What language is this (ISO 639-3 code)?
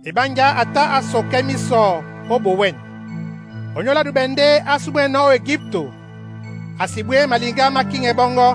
dua